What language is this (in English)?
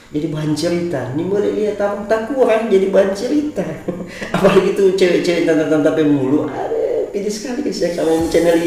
Manado Malay